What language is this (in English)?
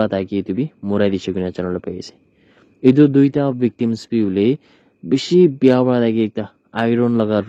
Naga Pidgin